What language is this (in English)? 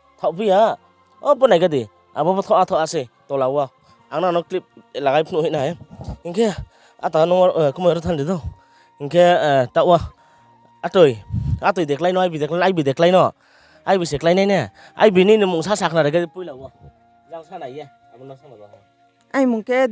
Riang (India)